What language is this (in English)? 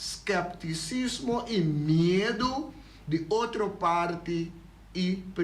Papiamento